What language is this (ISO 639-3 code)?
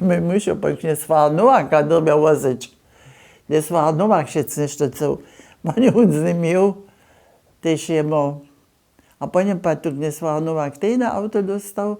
hsb